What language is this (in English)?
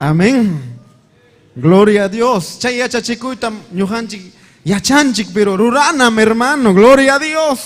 Ayacucho Quechua